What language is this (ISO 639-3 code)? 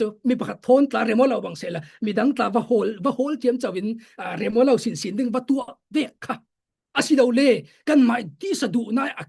cfm